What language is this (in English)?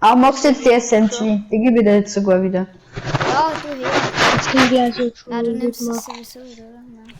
Bavarian